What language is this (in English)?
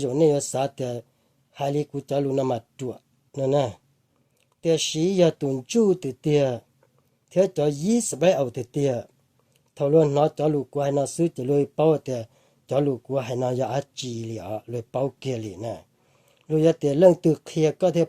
Hmong